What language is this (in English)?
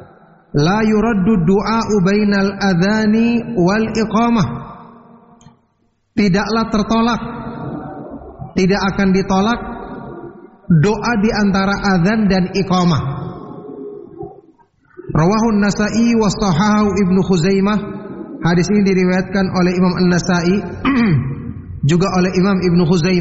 Indonesian